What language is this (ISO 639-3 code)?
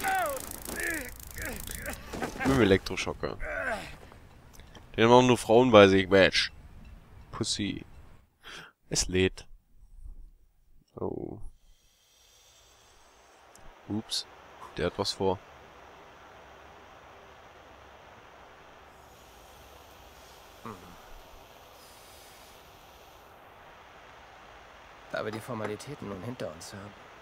deu